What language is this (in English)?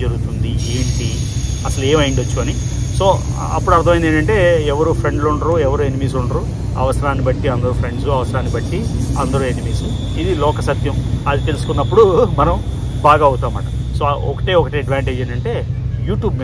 Telugu